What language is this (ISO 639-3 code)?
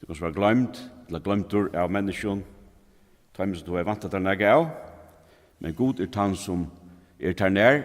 fao